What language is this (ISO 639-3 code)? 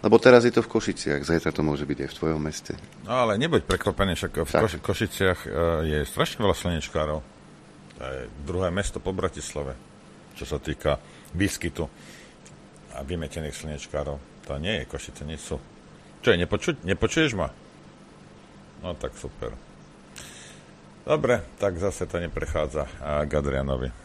slk